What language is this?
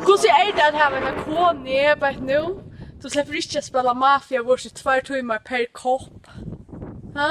Faroese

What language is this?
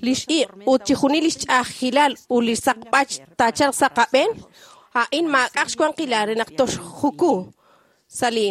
Kekchí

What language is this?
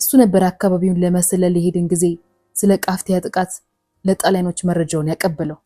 Amharic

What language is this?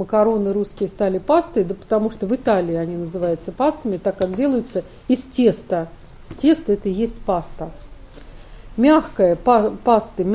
Russian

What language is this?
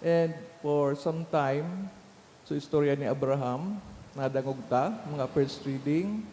Bikol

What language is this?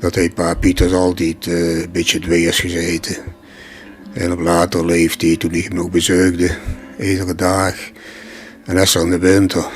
Limburgish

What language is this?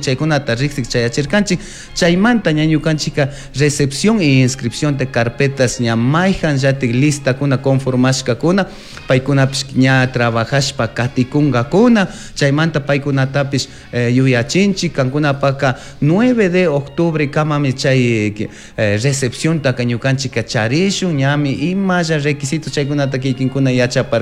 Chimborazo Highland Quichua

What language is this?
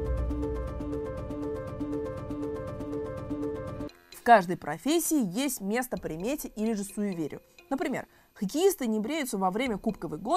Russian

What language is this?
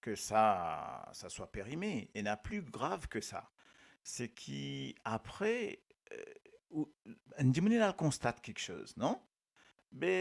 Morisyen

